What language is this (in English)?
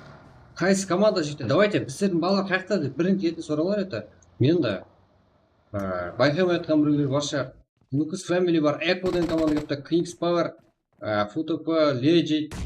Kara-Kalpak